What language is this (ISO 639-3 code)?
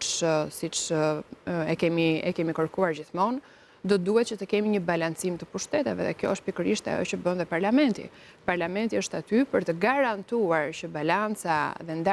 sqi